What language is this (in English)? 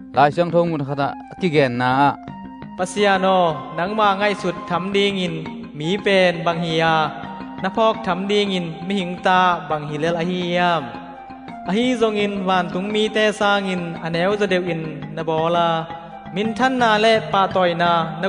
Tedim Chin